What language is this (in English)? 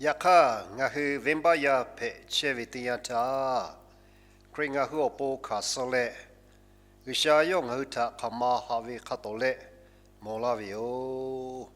Lahu